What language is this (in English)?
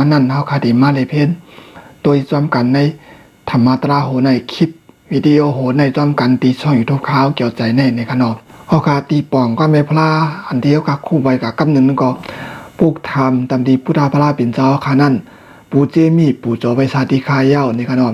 Shan